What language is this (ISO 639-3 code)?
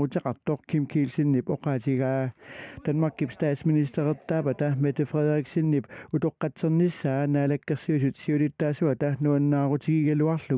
kal